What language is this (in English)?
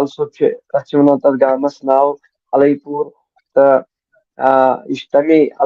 Kashmiri